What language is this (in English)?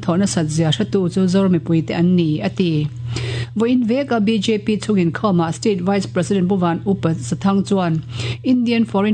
Mizo